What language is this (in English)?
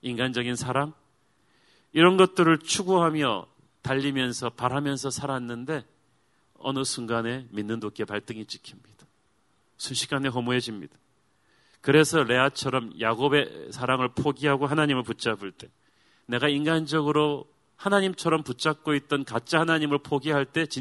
Korean